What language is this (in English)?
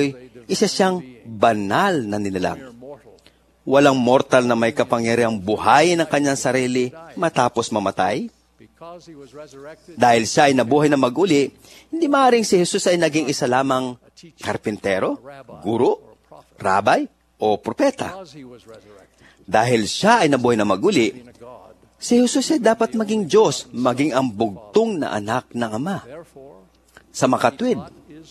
Filipino